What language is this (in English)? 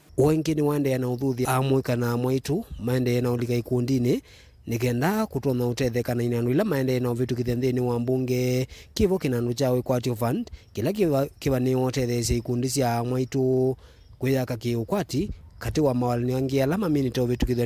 Kamba